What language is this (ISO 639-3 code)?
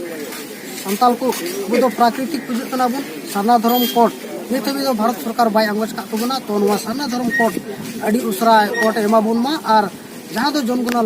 sat